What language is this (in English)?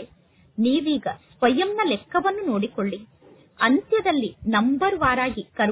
Kannada